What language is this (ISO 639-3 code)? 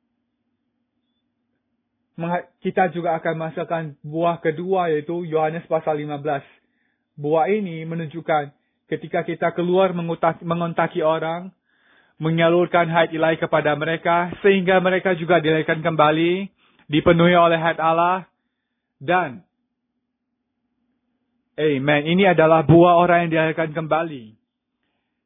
ind